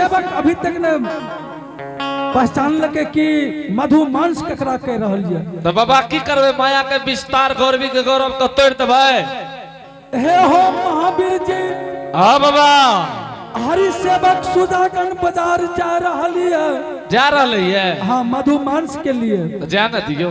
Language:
Angika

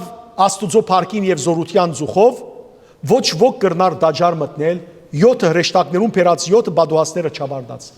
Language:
Western Armenian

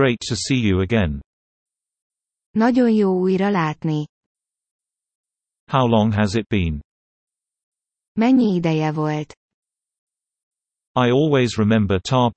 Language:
Hungarian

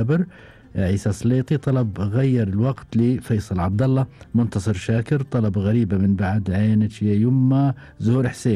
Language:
Gulf Arabic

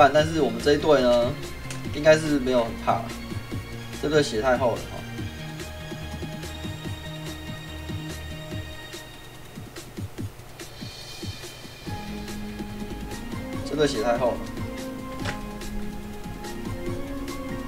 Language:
Chinese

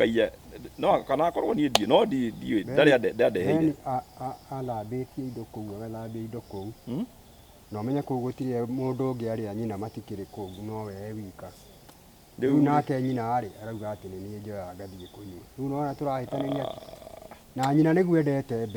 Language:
Kikuyu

